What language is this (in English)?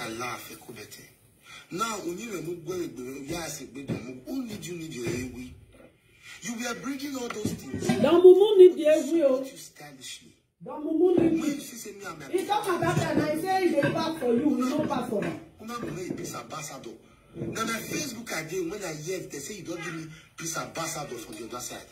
Nigerian Pidgin